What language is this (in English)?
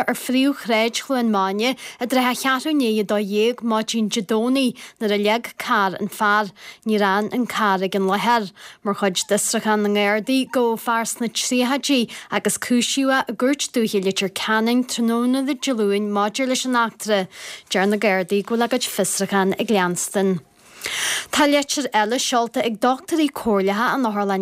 Irish